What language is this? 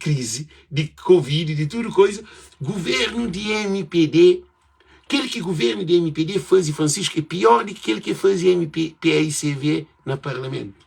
Kabuverdianu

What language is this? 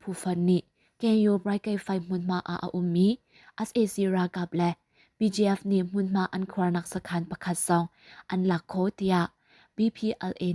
Hakha Chin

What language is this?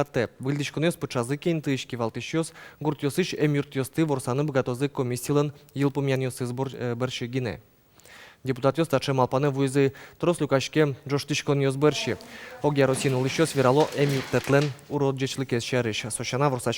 Udmurt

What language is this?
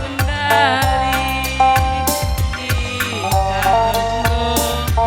Batak Karo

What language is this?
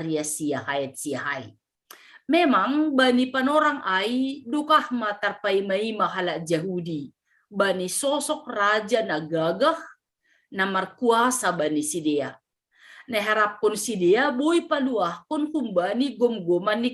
Batak Simalungun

